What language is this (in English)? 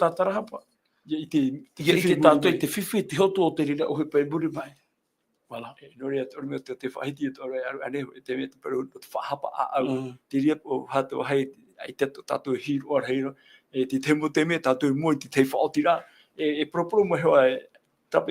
Tahitian